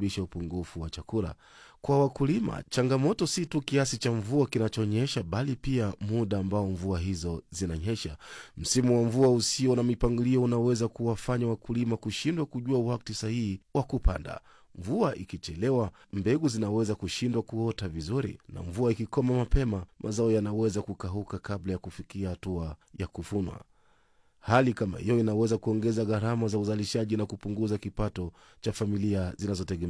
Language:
Swahili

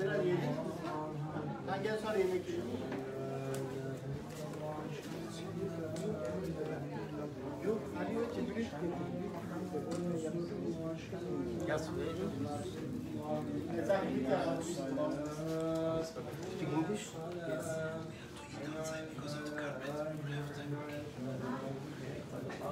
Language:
Turkish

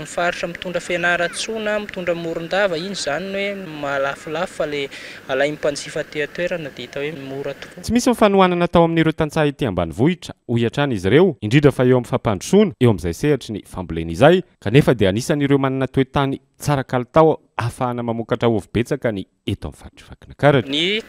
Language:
Malagasy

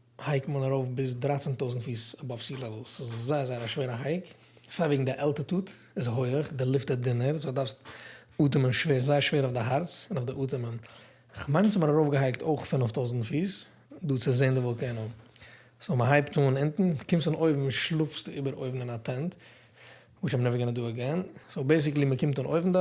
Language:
Yiddish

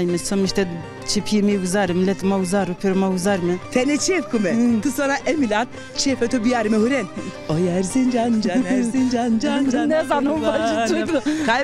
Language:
Zaza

